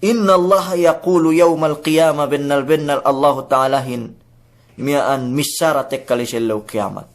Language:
Yakan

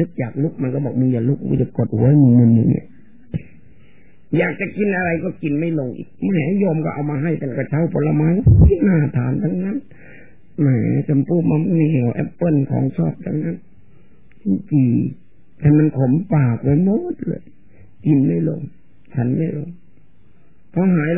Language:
Thai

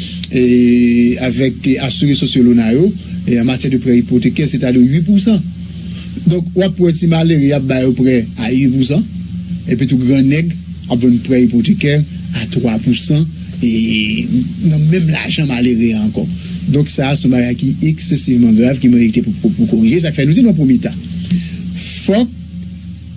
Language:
Haitian Creole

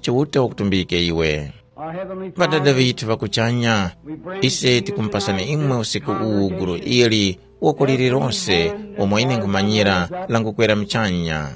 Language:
Tumbuka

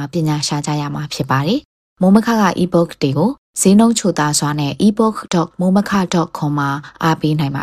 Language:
Burmese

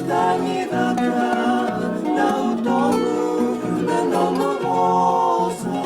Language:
Fijian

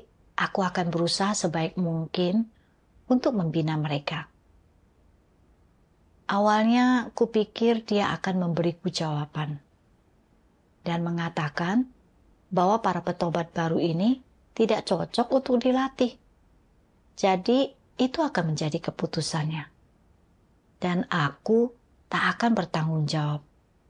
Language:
Indonesian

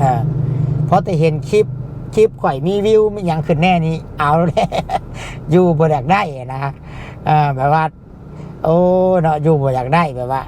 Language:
Lao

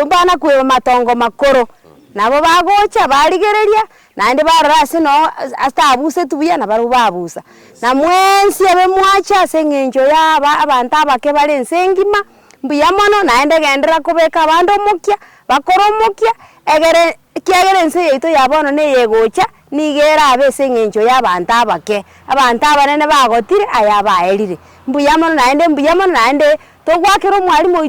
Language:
Gusii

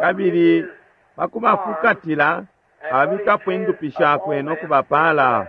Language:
Bemba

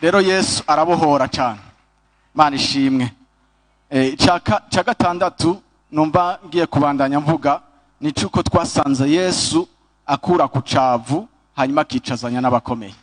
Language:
Rundi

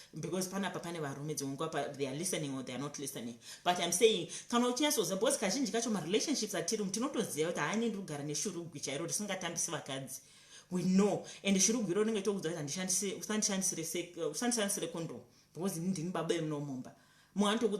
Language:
Shona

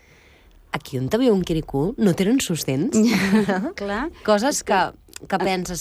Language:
Catalan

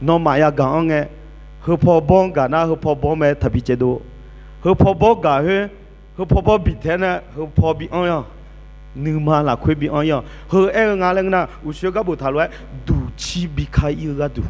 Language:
Akha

